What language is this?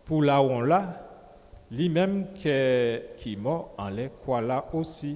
Guadeloupean Creole French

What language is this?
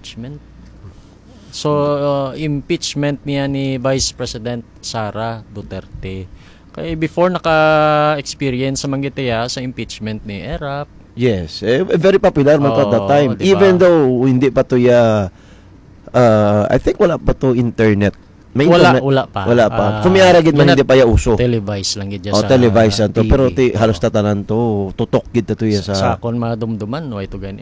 Hiligaynon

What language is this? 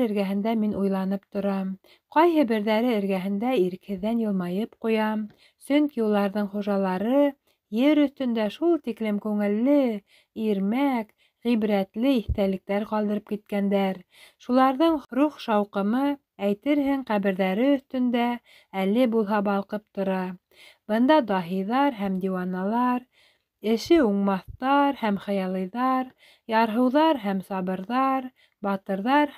Bashkir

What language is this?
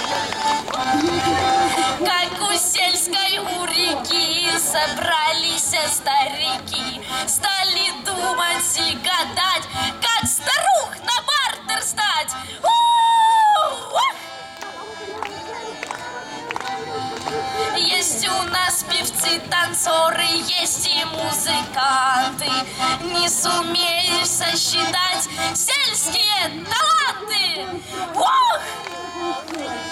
Russian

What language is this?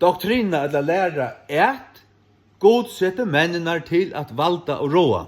Faroese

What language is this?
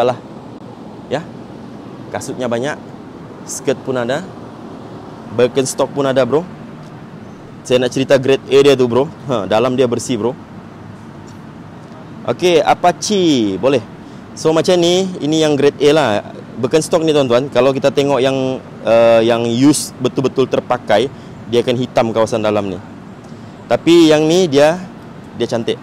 Malay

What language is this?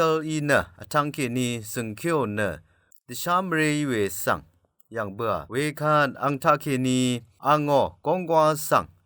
Rawang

